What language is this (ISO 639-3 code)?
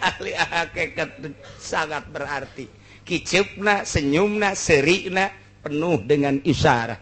sun